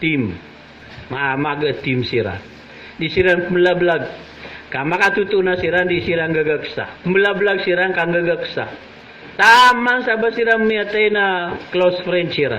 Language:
Maranao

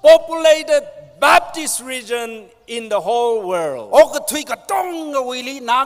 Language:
Tangkhul Naga (India)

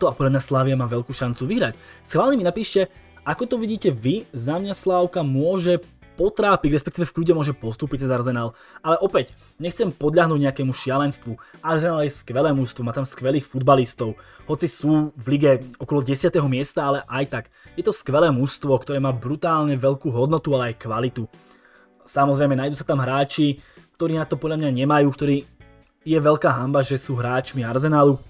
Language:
Slovak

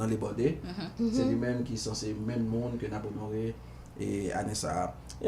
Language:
Haitian Creole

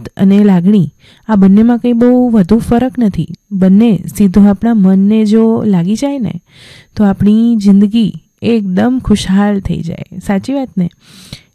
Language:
Gujarati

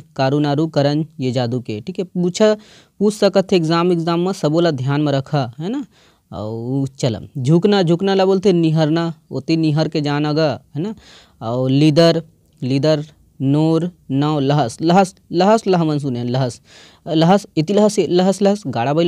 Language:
Chhattisgarhi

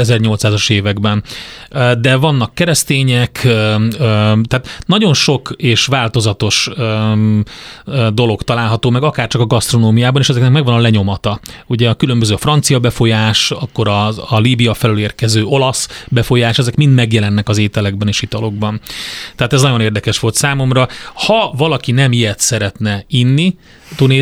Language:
Hungarian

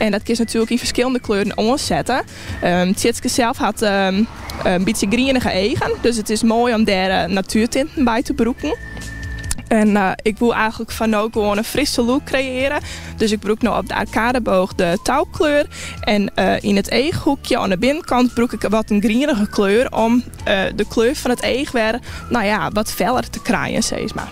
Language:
Western Frisian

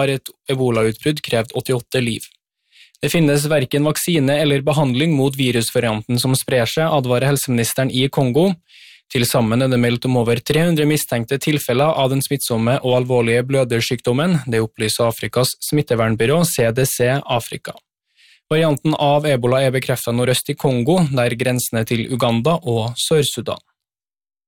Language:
Norwegian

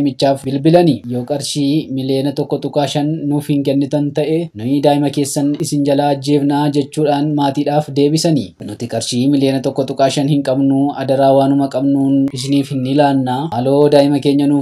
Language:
Oromo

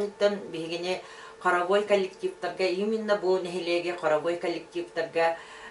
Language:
Yakut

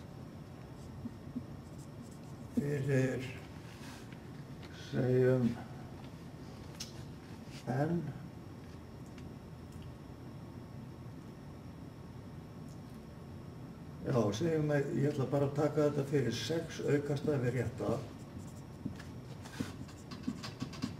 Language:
Icelandic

